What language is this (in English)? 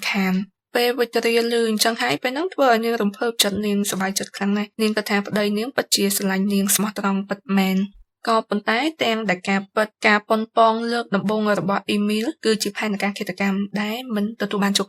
Khmer